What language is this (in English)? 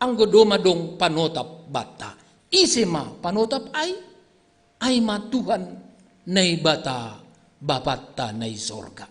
Batak Simalungun